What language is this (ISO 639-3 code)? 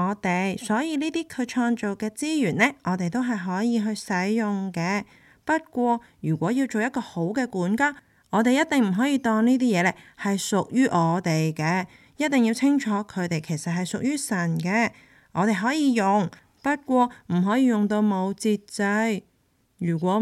yue